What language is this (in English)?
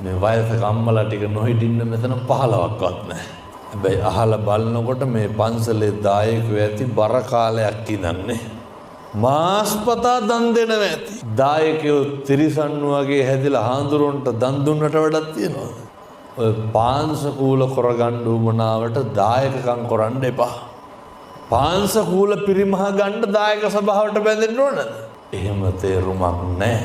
Sinhala